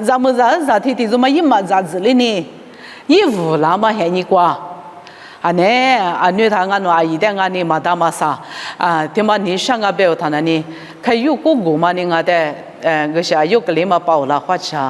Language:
Lisu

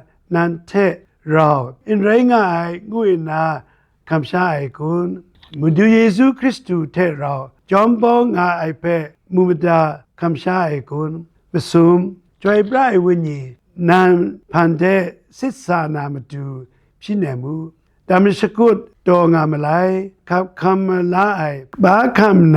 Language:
Kachin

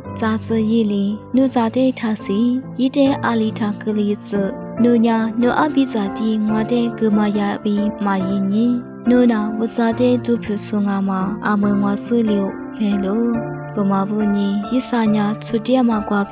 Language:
Lisu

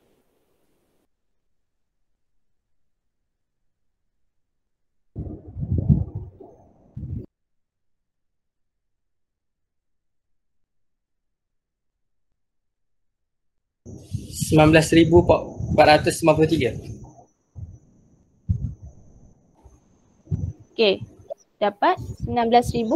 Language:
Malay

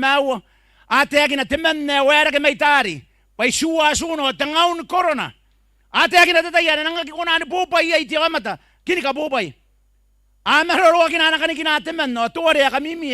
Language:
Gilbertese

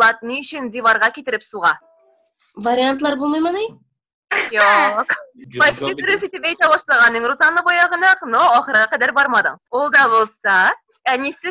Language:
Tatar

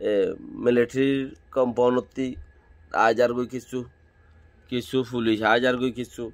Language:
Rohingya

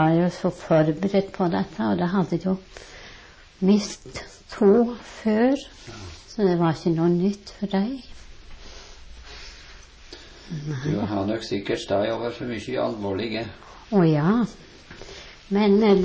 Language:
Norwegian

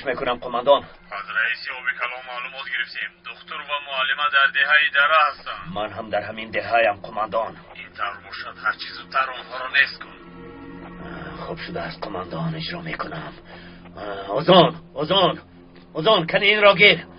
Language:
Tajik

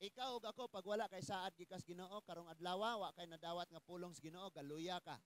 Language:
Cebuano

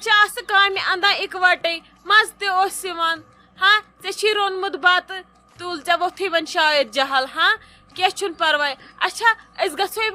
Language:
Kashmiri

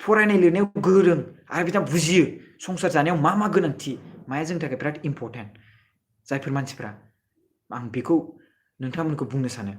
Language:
Bodo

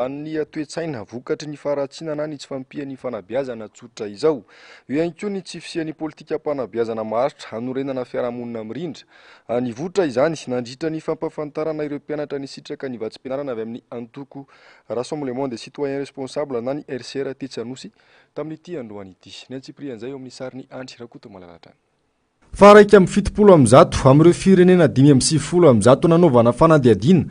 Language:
Malagasy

